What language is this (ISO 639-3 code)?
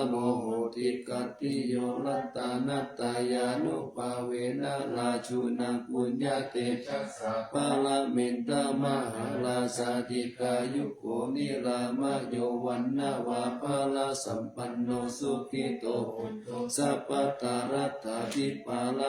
pli